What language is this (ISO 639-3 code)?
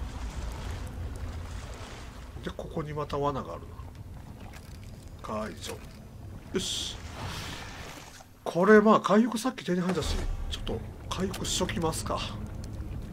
jpn